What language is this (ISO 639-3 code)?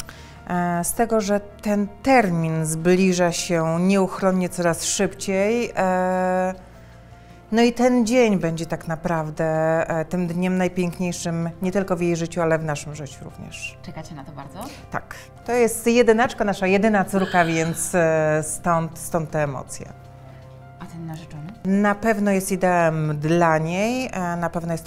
pol